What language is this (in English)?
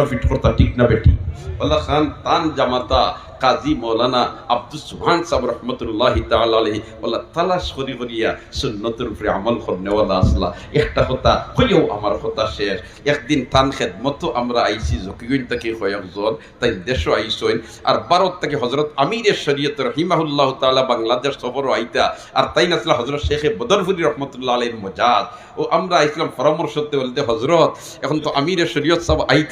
Sylheti